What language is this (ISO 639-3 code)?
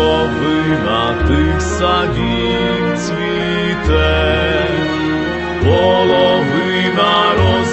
ukr